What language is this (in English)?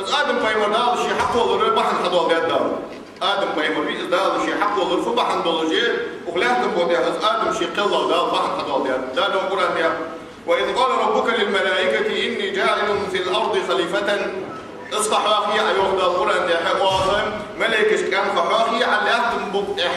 Ingush